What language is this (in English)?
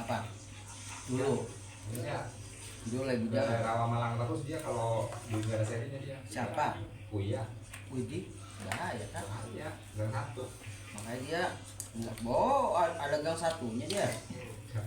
Betawi